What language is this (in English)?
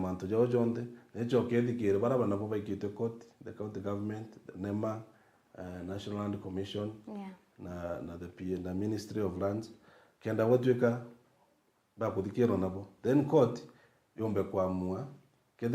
Meru